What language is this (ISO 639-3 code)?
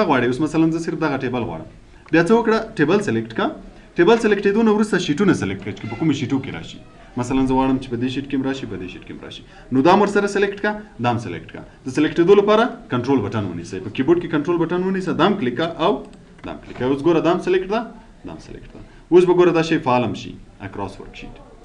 pus